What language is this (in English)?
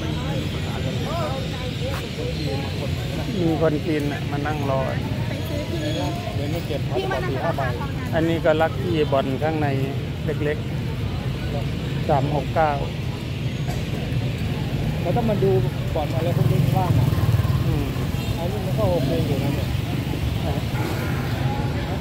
Thai